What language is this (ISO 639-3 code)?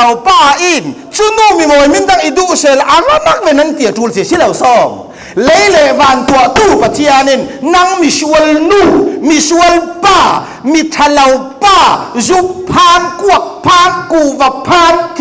cfm